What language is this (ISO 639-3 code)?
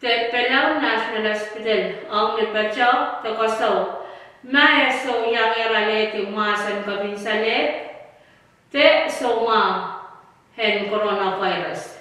pon